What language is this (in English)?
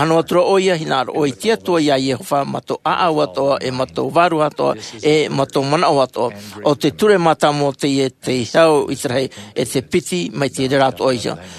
Tahitian